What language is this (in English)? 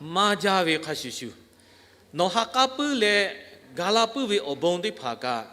Lahu